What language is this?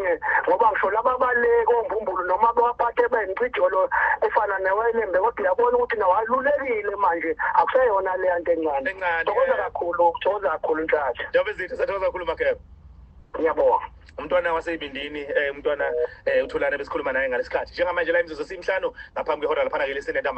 Zulu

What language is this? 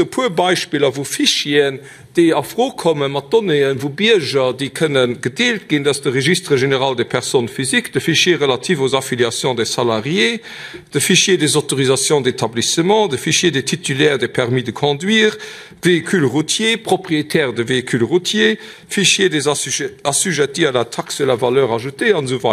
Luxembourgish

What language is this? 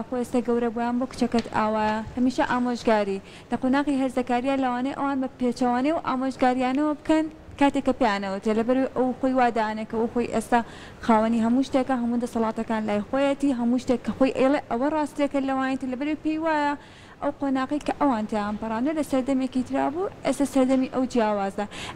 Central Kurdish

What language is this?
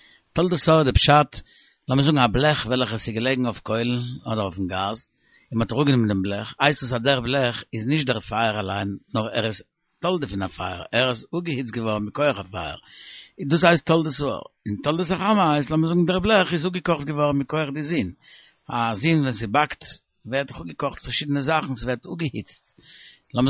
Yiddish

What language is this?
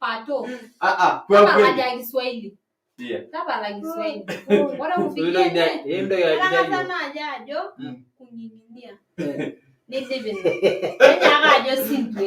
Masai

